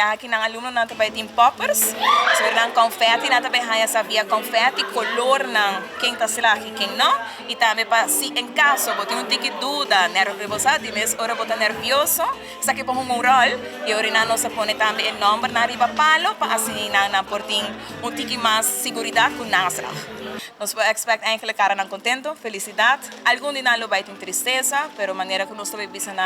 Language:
Papiamento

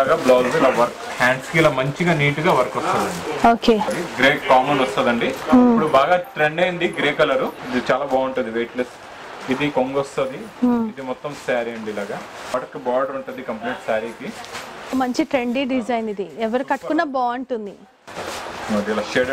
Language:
Telugu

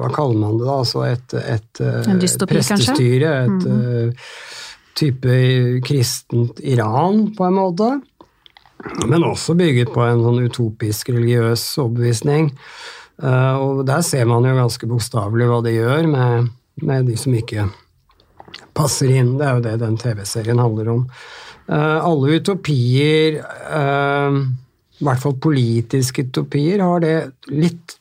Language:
Norwegian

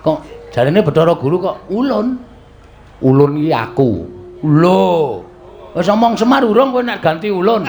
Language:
Javanese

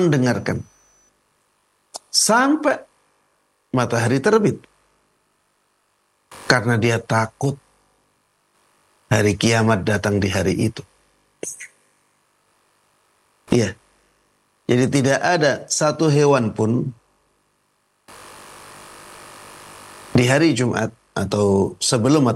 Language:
Indonesian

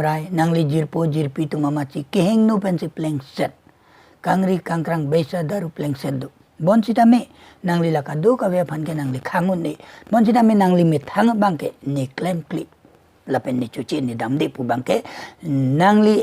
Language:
Karbi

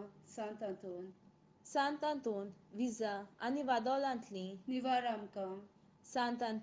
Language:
Konkani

